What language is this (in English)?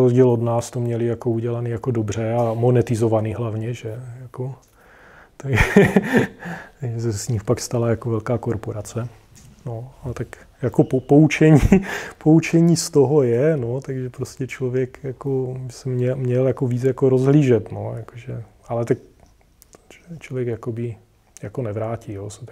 Czech